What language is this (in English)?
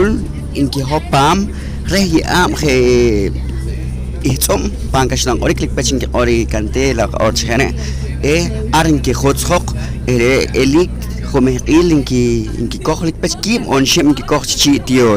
Poqomchi'